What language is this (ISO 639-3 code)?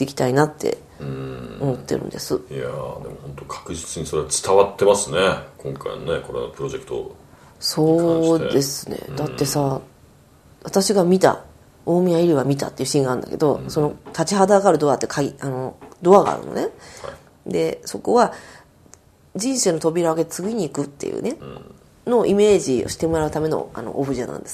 jpn